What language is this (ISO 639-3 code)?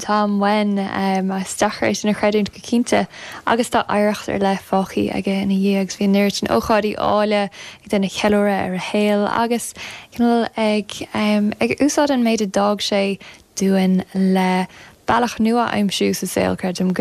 gle